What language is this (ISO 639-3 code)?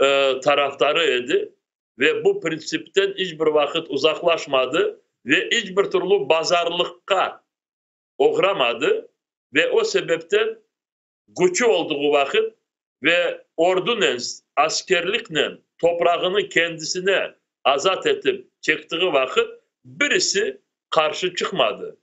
crh